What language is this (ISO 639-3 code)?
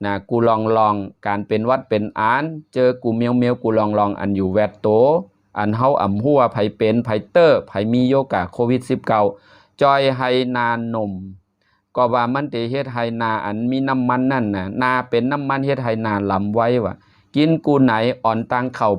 shn